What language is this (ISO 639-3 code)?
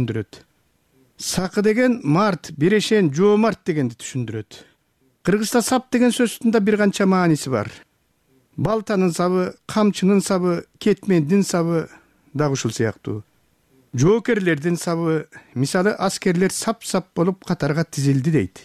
kir